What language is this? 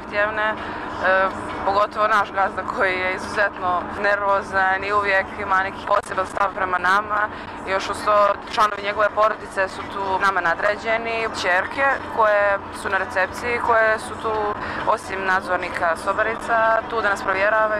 Bosnian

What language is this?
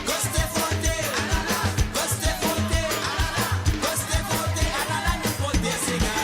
Morisyen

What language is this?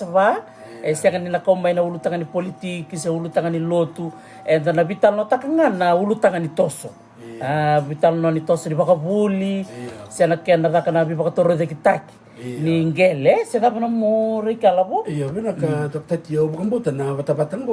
Fijian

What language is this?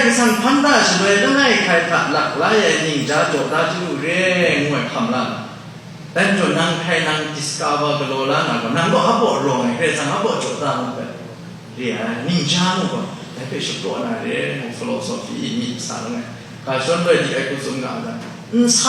Kachin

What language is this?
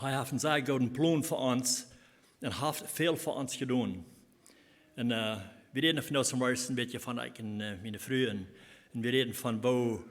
Plautdietsch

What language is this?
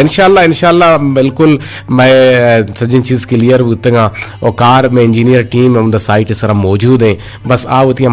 Eastern Balochi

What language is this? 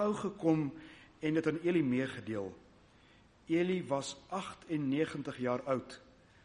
Afrikaans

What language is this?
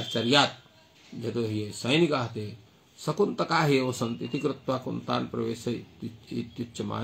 Sanskrit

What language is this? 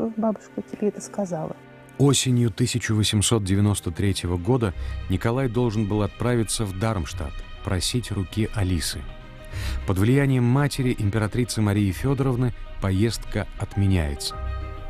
Russian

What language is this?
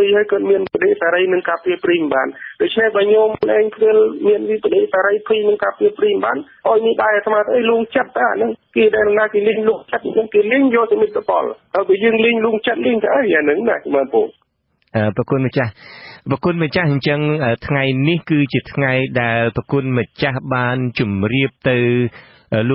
Khmer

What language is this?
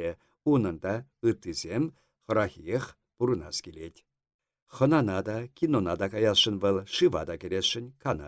Chuvash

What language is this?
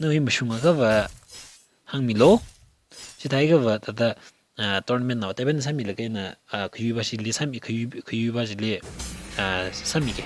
Tangkhul Naga (India)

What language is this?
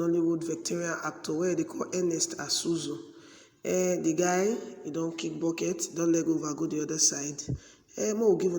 Nigerian Pidgin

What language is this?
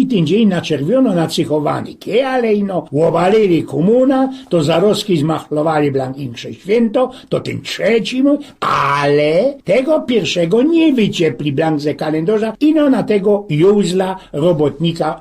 Silesian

